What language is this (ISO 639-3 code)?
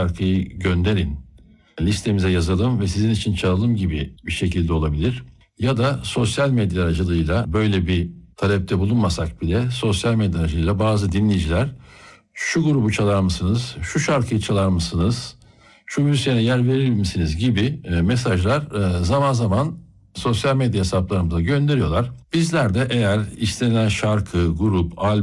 tur